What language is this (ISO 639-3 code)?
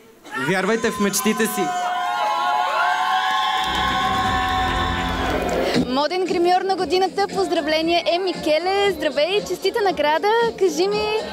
bul